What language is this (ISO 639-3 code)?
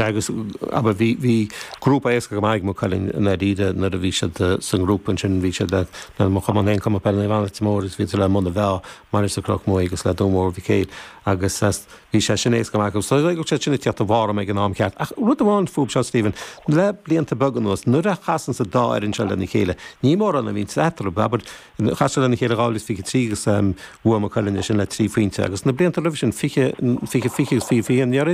gle